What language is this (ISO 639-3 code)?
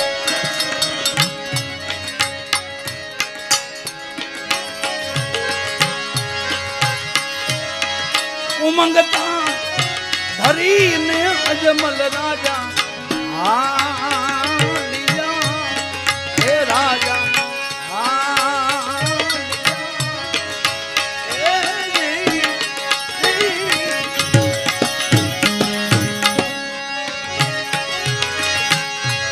guj